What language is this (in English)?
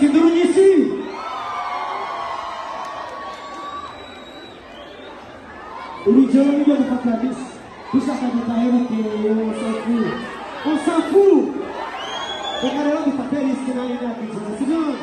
Kinyarwanda